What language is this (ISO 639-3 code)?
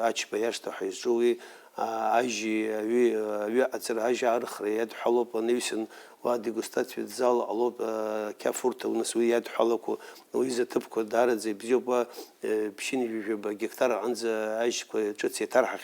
abk